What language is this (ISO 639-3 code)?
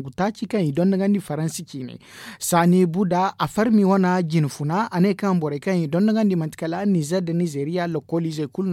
dje